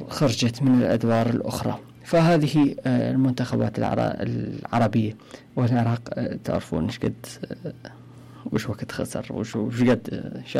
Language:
Mesopotamian Arabic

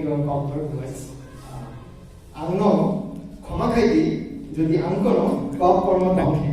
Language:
Kok Borok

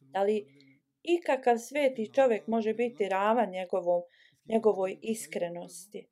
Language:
Bosnian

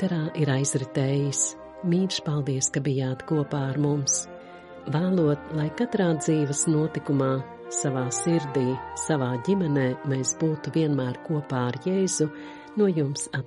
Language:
Latvian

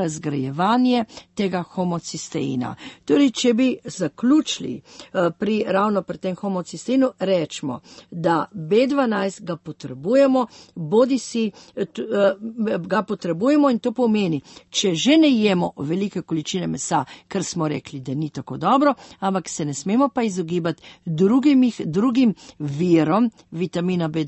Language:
Slovenian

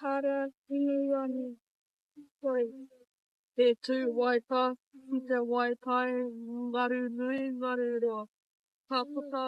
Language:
Māori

